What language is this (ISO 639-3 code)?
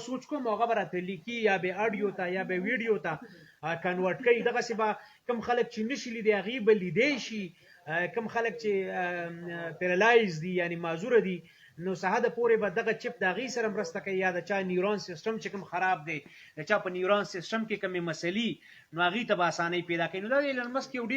pus